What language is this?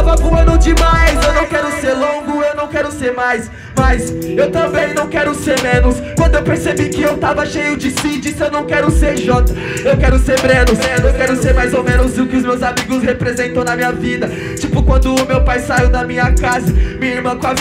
Portuguese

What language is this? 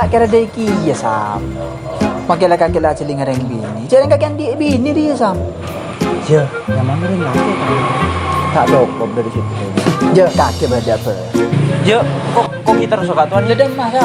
Madurese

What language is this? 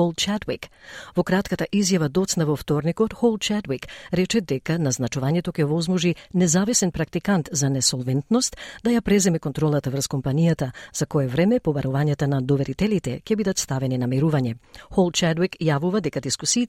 Macedonian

